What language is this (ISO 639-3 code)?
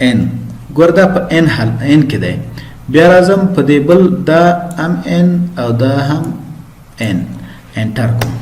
pus